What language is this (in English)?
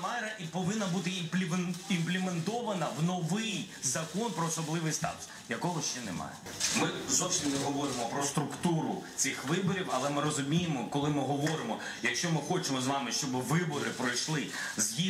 Ukrainian